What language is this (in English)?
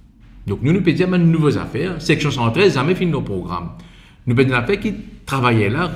Morisyen